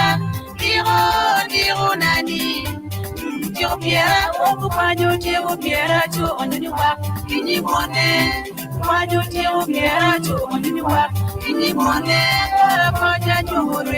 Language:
Acoli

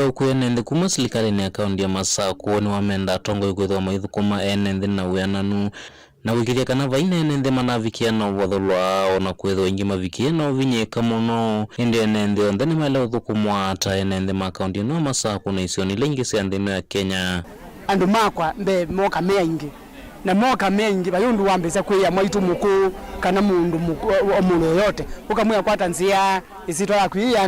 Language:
Kamba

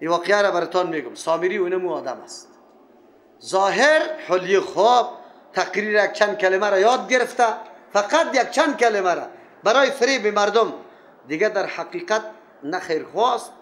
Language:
Persian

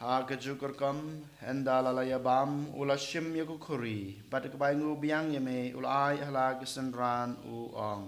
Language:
Khasi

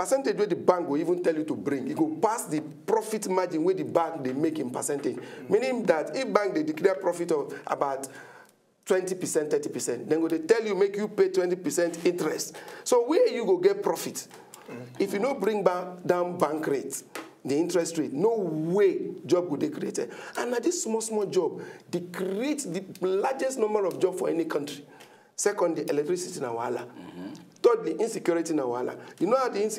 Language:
Nigerian Pidgin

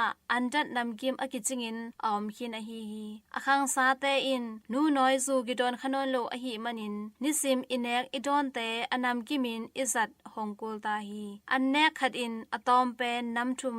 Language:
Tedim Chin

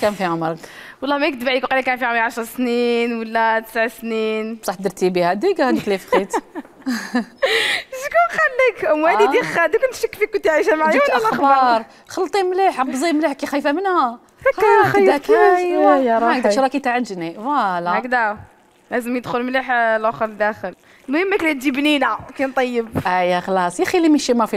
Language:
Algerian Arabic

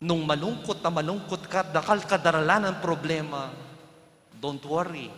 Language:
Pampanga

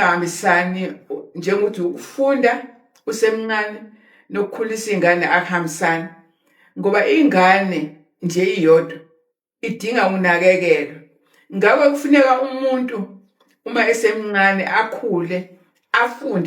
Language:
Zulu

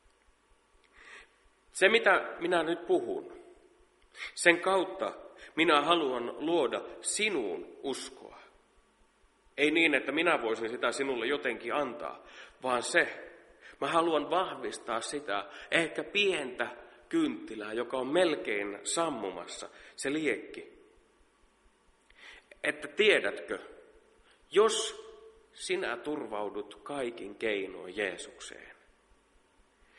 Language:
Finnish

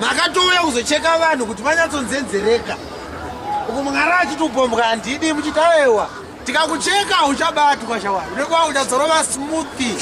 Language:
Shona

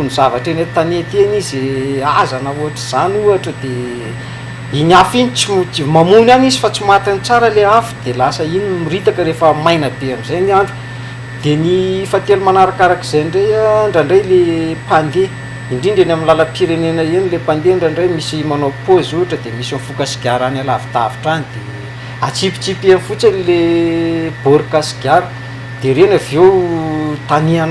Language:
Malagasy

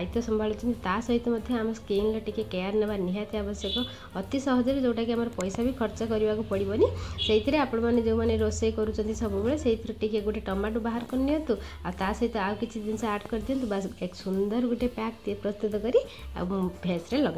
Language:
Odia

